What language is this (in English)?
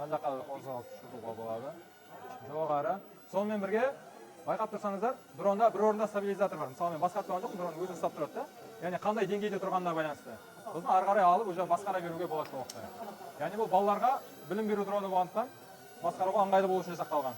Kazakh